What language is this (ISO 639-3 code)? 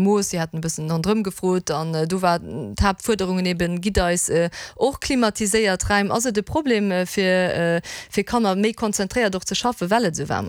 ltz